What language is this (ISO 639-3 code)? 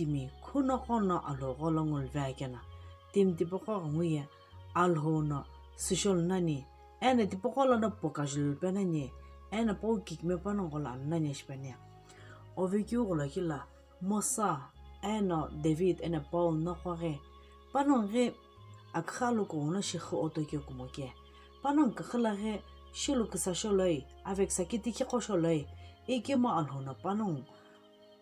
nsm